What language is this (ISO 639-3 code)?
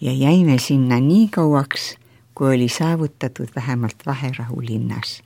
est